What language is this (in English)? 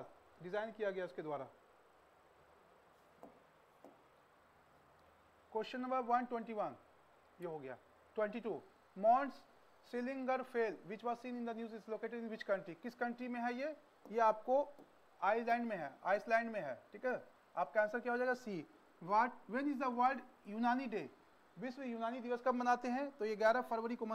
Hindi